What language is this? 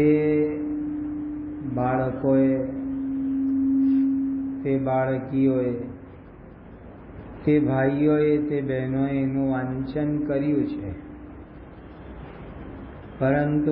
Gujarati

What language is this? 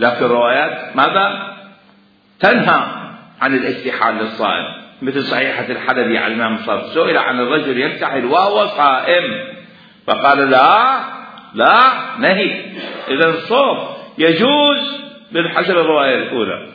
Mesopotamian Arabic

